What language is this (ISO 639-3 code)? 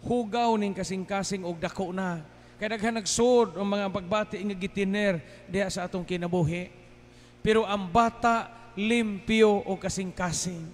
ceb